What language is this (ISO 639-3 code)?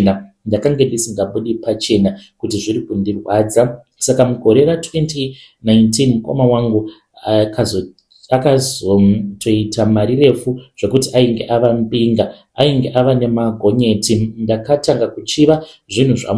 sna